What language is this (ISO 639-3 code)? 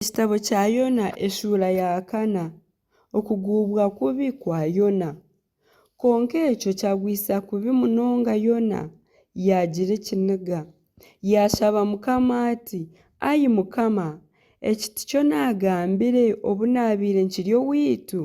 nyn